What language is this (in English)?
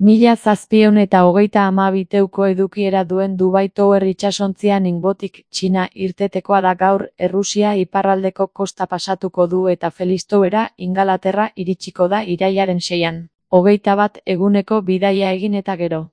Basque